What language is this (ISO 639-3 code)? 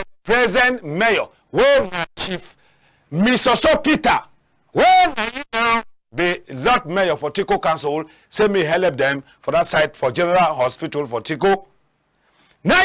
wes